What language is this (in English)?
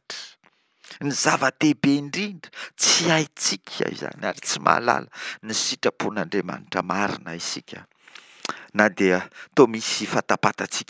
Malagasy